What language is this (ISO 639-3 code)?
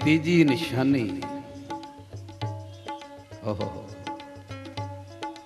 pan